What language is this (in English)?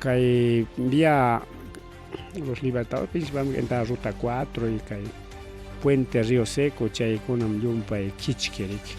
Ayacucho Quechua